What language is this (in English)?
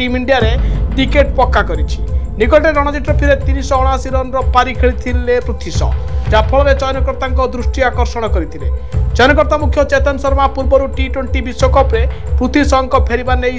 Odia